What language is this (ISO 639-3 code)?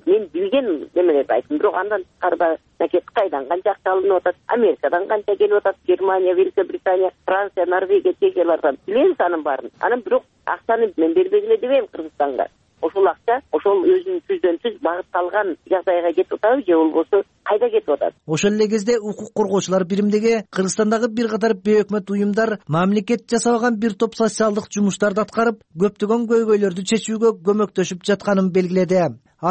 kir